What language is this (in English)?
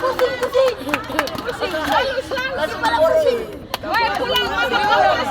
Ambonese Malay